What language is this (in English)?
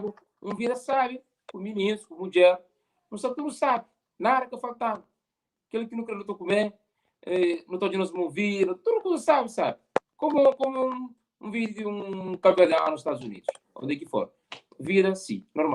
Kabuverdianu